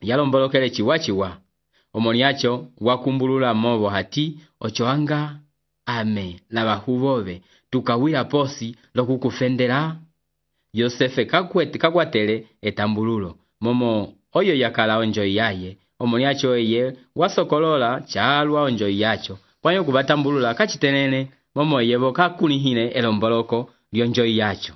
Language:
Umbundu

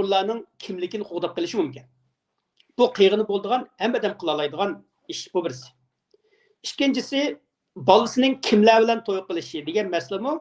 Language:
Uyghur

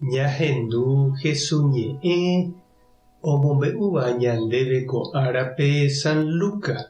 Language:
Guarani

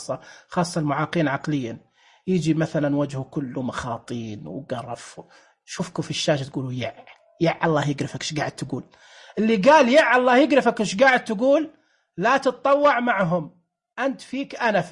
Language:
Najdi Arabic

